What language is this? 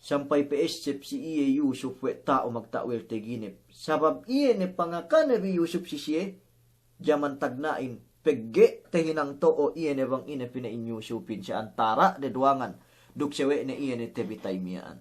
Yakan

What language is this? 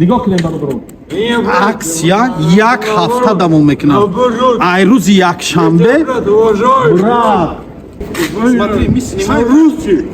Tajik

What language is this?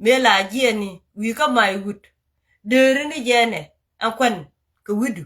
Nuer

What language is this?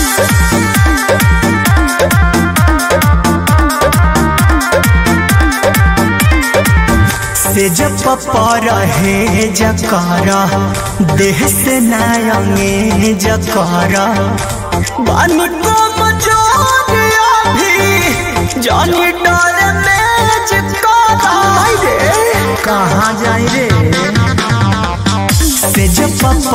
Bhojpuri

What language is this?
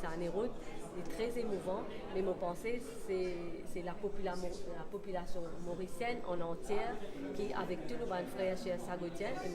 Morisyen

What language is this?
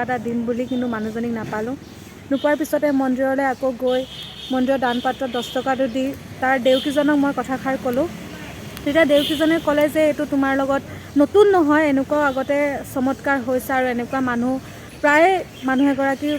Assamese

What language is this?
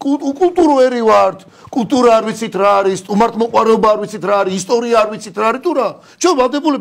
Georgian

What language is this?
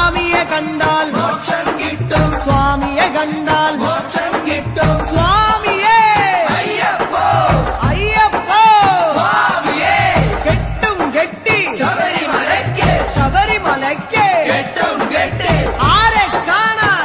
Malayalam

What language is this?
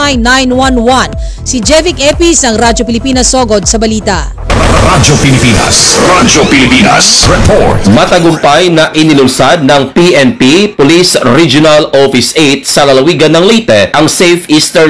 Filipino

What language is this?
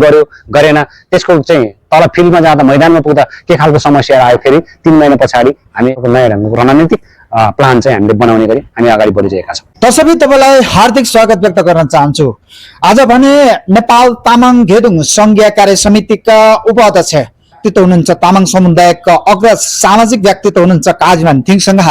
Nepali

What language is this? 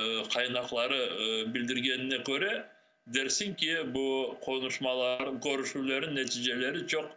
Crimean Tatar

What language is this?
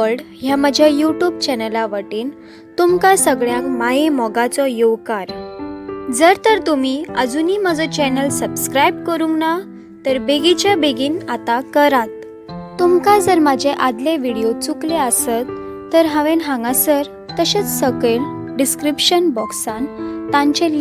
Konkani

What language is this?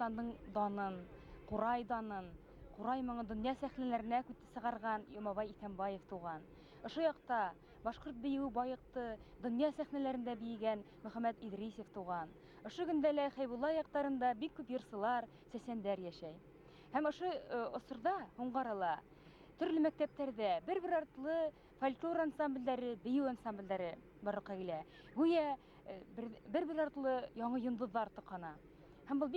Bashkir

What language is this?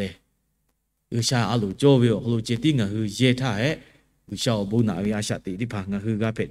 Lahu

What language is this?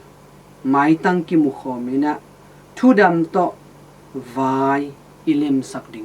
Tedim Chin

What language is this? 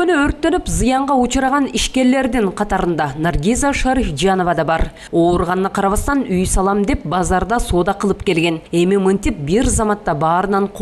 Kyrgyz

